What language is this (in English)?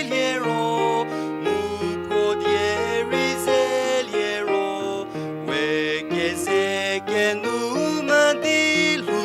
Angami Naga